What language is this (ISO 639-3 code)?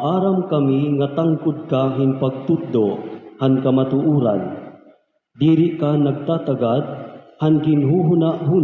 war